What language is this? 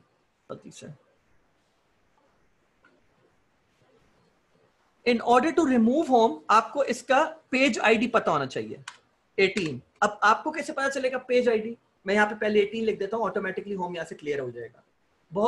Hindi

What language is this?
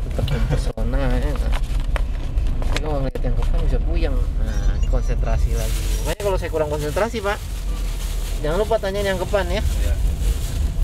Indonesian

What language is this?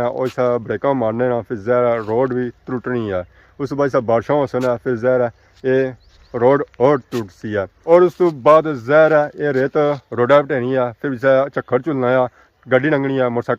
Pahari-Potwari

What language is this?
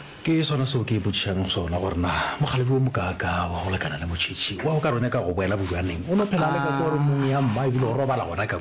Northern Sotho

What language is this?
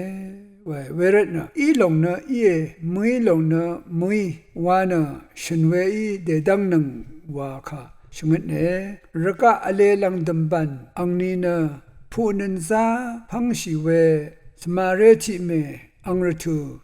Rawang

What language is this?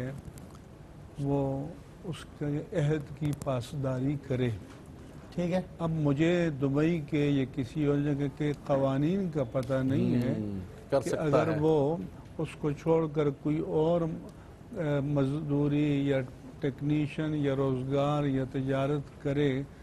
Urdu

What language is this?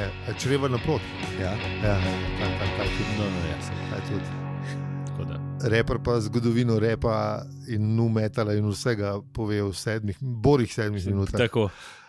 Slovenian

